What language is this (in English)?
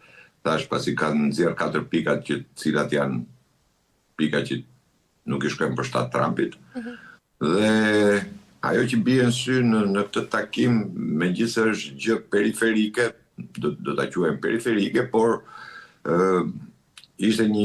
Albanian